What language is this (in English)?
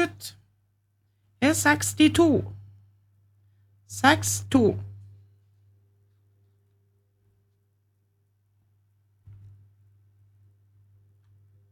Norwegian